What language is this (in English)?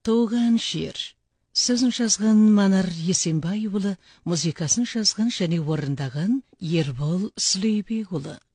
Kazakh